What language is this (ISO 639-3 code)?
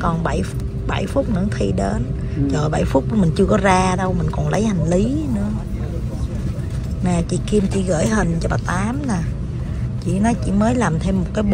vie